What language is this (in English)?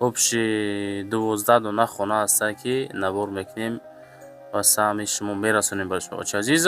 Tajik